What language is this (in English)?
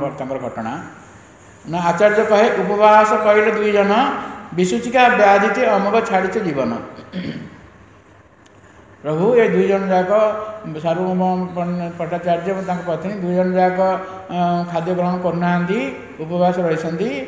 Odia